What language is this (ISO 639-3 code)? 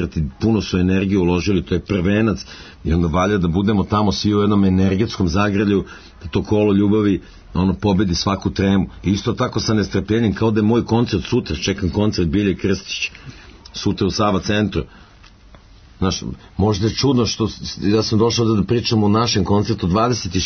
srp